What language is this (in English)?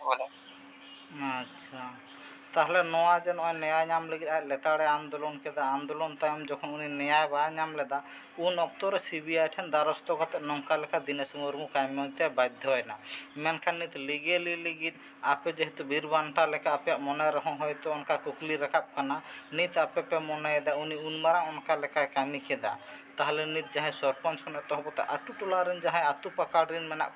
Santali